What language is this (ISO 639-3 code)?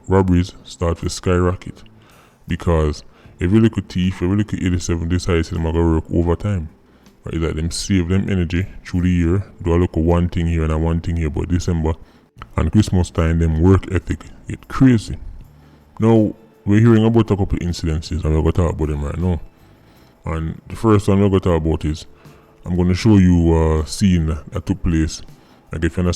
jam